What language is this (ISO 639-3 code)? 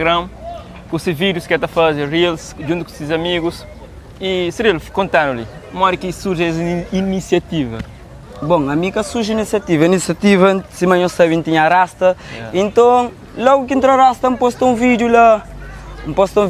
kea